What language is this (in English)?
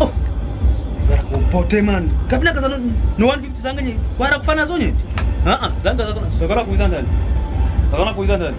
Kwangali